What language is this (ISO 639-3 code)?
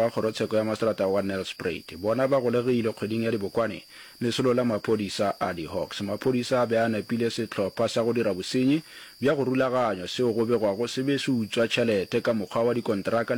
nso